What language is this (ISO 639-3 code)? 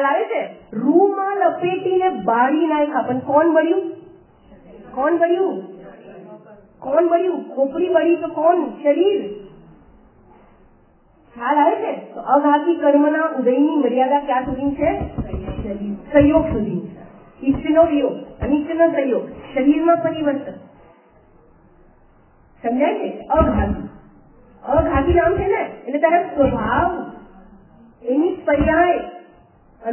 guj